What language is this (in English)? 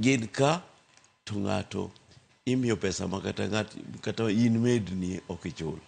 Luo (Kenya and Tanzania)